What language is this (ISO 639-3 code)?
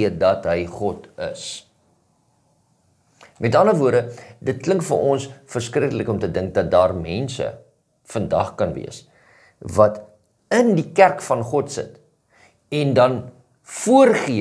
afr